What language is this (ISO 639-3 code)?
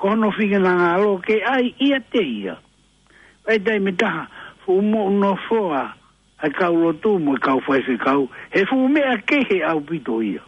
ton